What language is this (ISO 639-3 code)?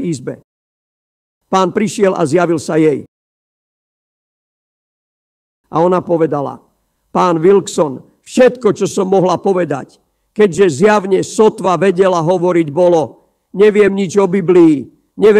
slk